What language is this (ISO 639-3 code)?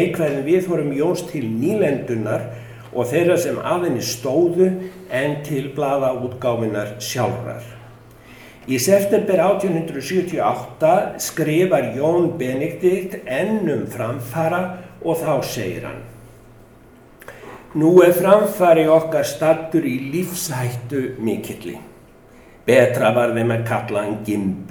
isl